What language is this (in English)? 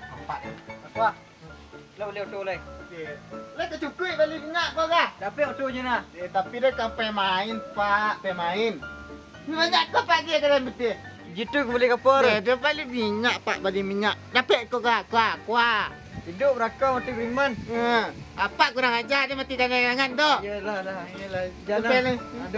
Minangkabau